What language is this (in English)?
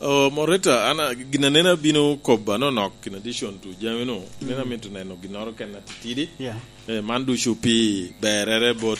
Lango (Uganda)